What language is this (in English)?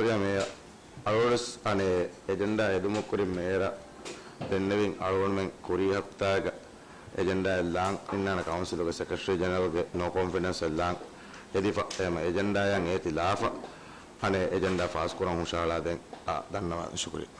Divehi